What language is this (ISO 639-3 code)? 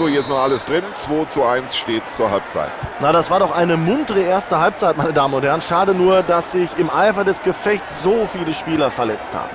bar